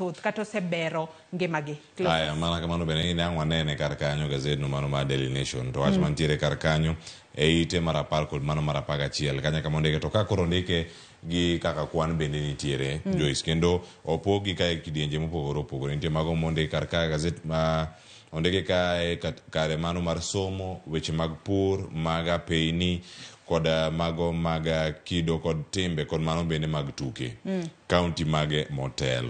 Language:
Luo (Kenya and Tanzania)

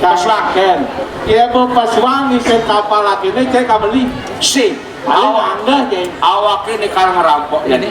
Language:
Balinese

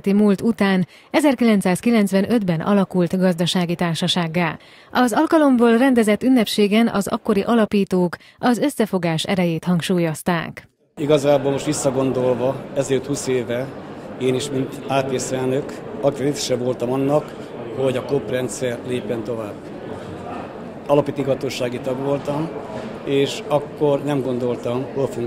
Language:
Hungarian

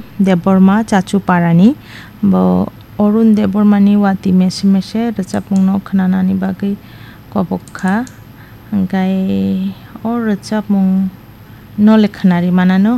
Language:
Kok Borok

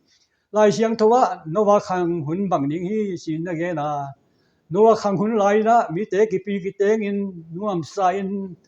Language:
Tedim Chin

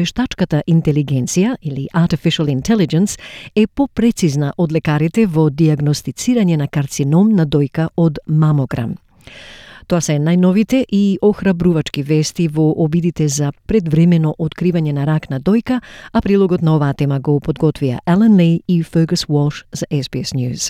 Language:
Macedonian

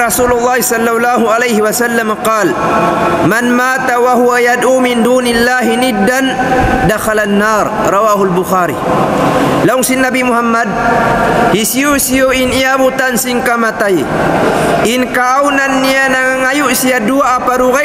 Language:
Tausug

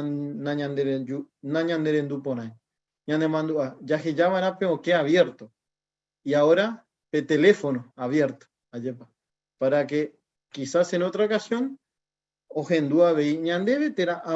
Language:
Guarani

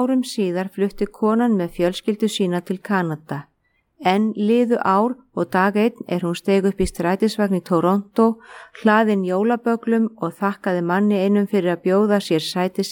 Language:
Icelandic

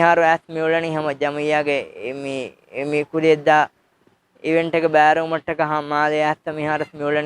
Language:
Divehi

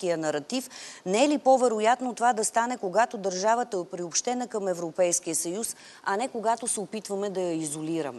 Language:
Bulgarian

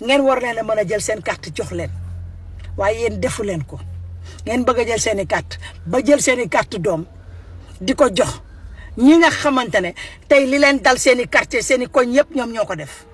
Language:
Wolof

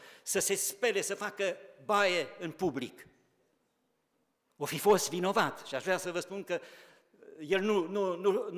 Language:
Romanian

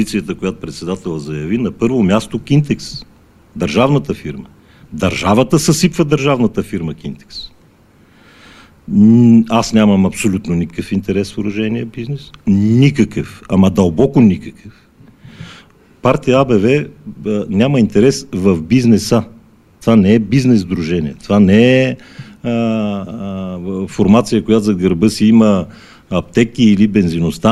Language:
Bulgarian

